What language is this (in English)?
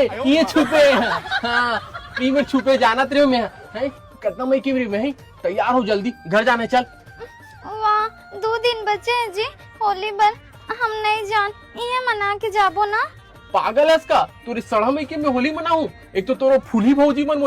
Chhattisgarhi